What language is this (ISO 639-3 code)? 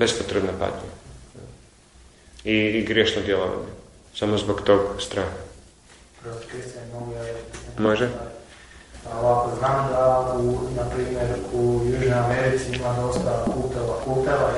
hrv